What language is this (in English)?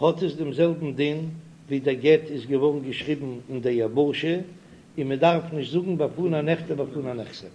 Yiddish